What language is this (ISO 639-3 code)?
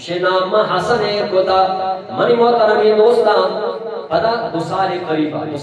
bgp